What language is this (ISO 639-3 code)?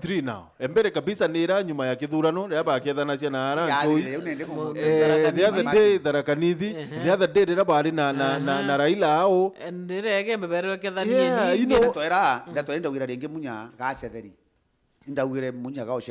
mer